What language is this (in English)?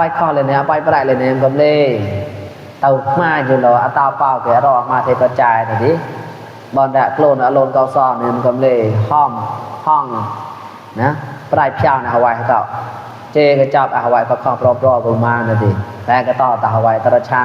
Mon